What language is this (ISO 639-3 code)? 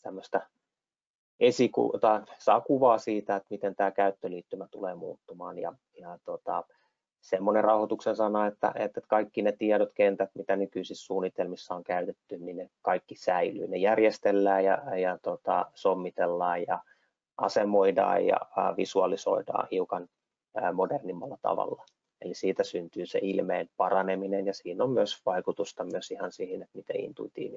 fin